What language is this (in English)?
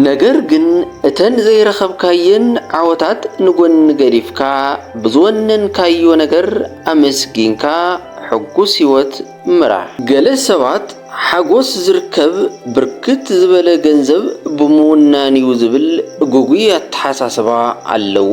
Tigrinya